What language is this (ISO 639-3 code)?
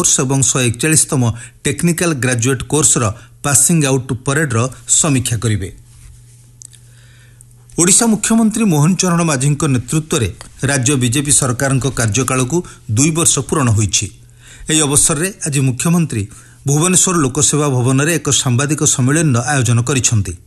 ori